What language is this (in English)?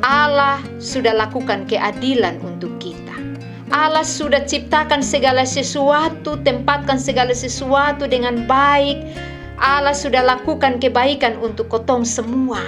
Kupang Malay